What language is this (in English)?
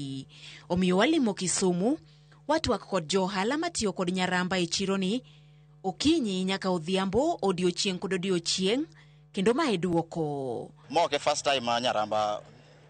Luo (Kenya and Tanzania)